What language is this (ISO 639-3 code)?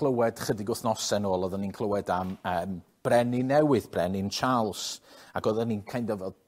cym